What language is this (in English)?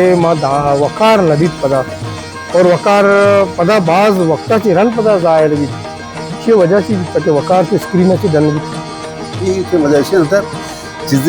Baluchi